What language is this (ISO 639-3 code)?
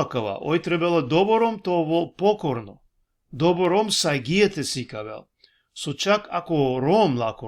rmn